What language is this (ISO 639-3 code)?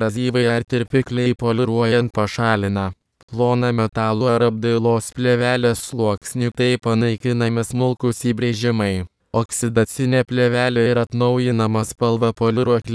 lit